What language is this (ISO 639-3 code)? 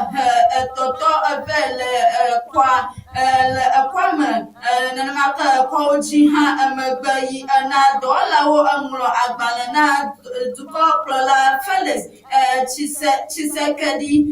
ewe